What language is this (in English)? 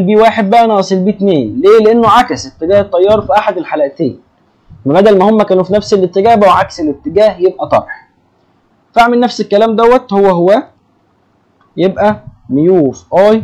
Egyptian Arabic